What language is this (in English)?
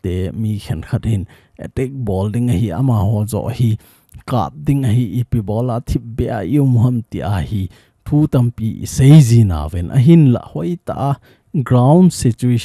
Thado Chin